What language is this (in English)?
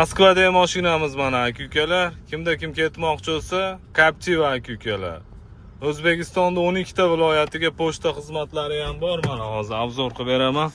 Uzbek